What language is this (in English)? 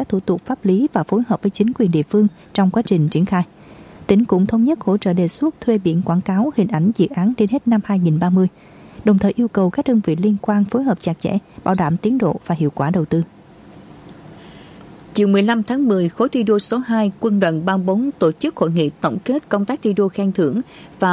Vietnamese